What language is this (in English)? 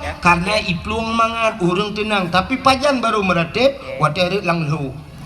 Achinese